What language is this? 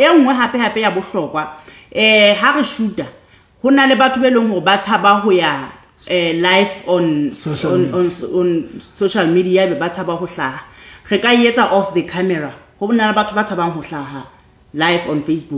Southern Sotho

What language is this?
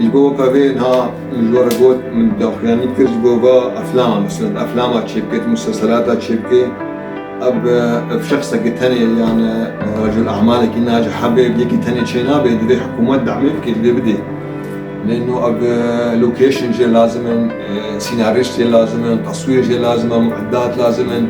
Kurdish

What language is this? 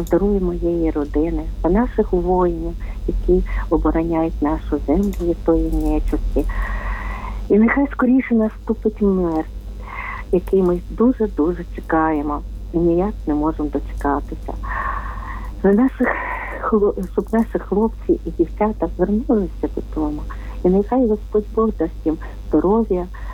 Ukrainian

